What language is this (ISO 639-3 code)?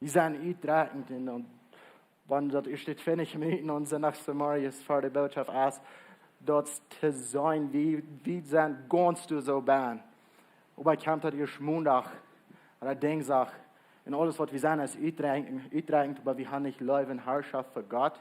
pdt